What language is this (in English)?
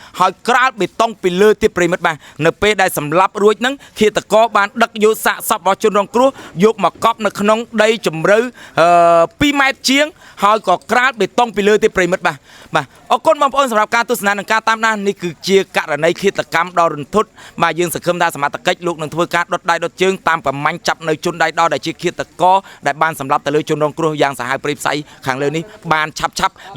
Khmer